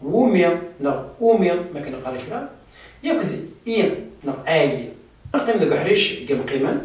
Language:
Kabyle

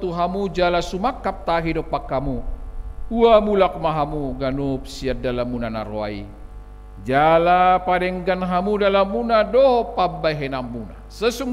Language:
Batak Toba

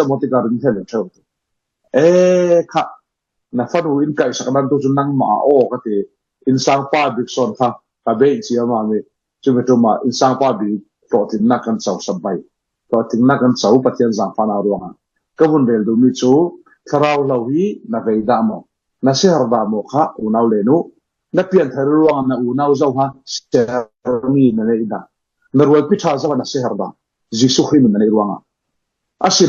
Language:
Falam Chin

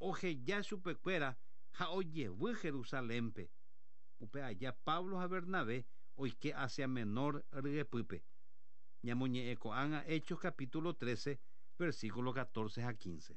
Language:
Guarani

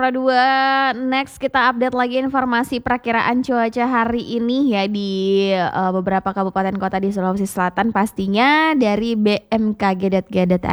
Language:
Indonesian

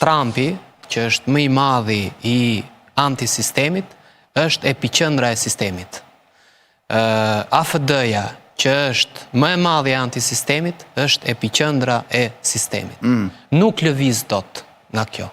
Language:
Albanian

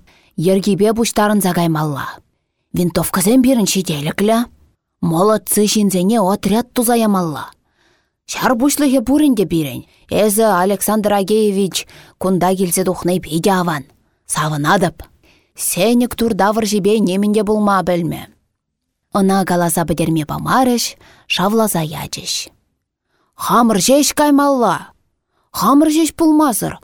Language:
Chuvash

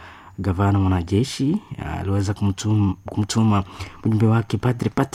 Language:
Swahili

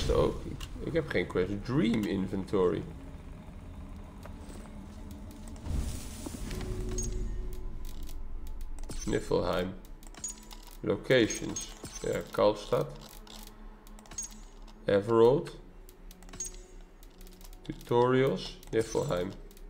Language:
Dutch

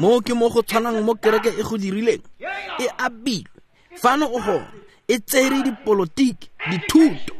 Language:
Tswana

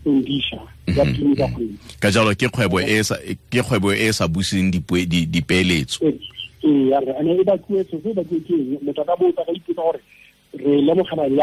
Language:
Tswana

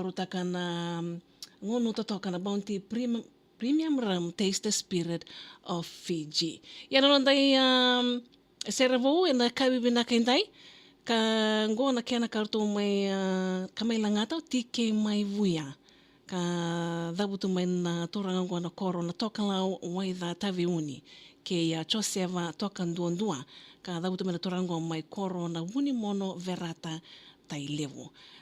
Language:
Fijian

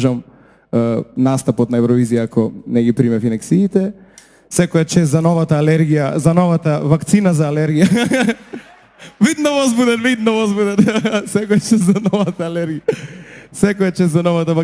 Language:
Macedonian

